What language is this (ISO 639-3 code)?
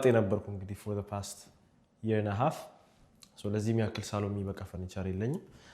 amh